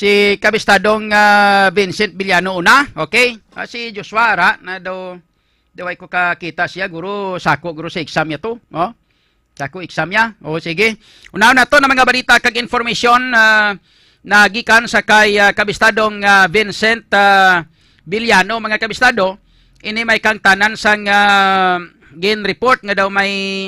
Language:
Hiligaynon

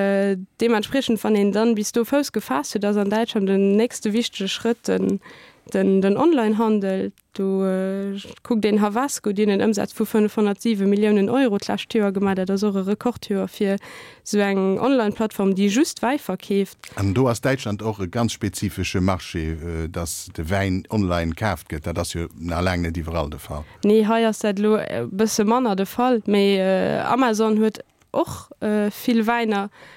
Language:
Luxembourgish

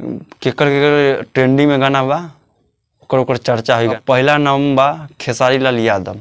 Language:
Bhojpuri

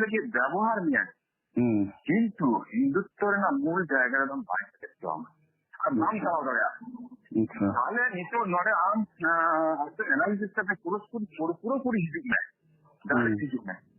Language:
Santali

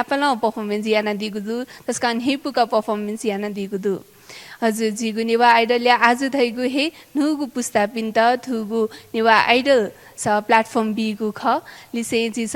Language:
Newari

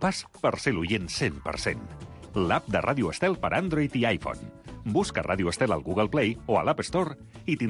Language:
Catalan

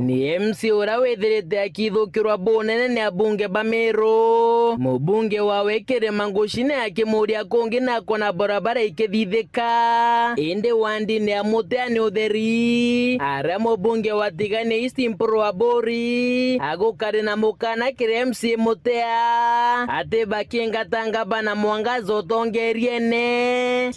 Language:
Meru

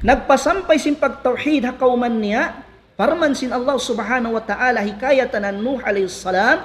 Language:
Tausug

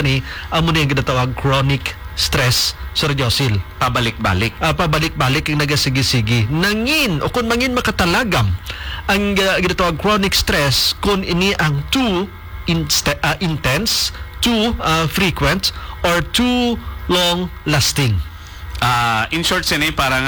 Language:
Hiligaynon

